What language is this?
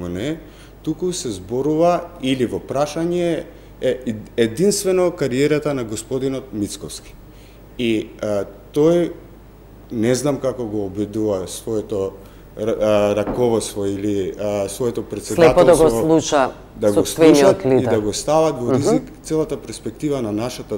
Macedonian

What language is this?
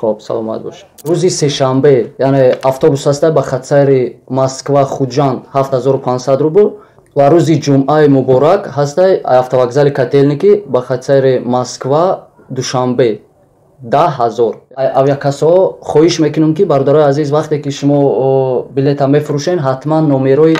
Tajik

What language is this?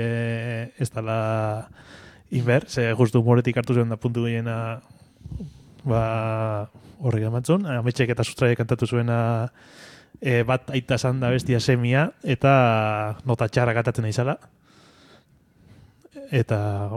Basque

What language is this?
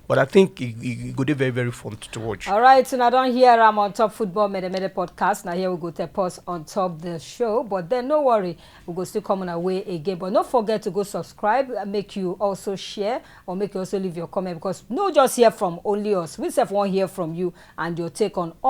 Nigerian Pidgin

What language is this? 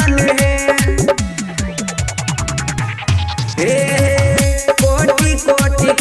Bhojpuri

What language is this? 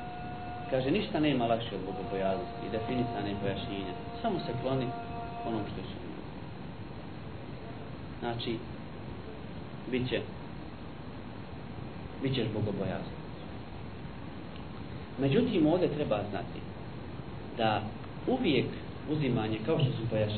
Bosnian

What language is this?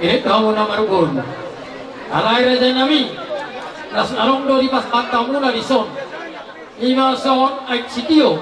Batak Toba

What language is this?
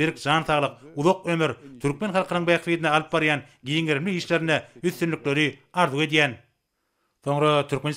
Turkmen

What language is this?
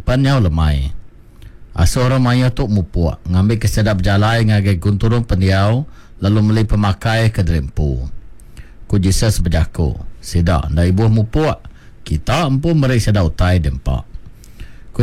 Iban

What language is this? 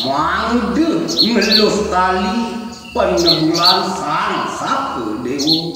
Balinese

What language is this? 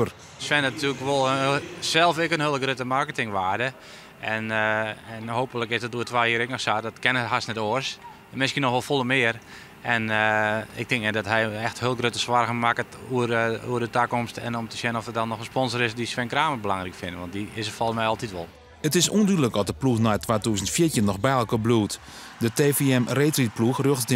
Western Frisian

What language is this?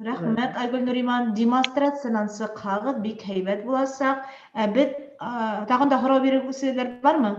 Bashkir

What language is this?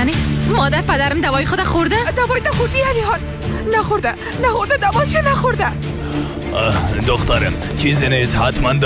Persian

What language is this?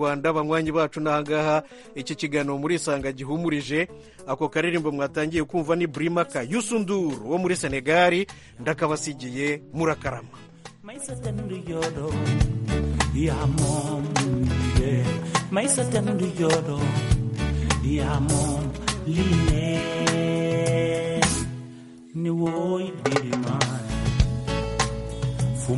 Kinyarwanda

